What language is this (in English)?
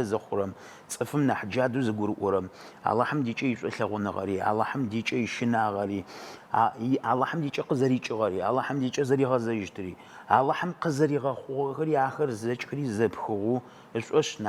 Adyghe